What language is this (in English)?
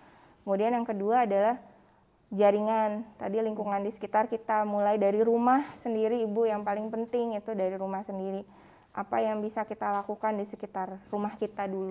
Indonesian